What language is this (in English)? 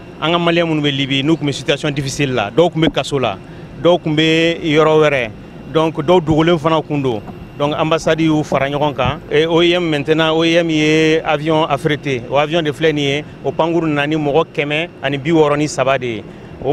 Bambara